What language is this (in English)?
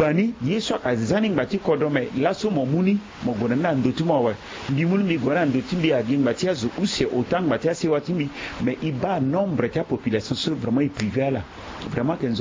Sango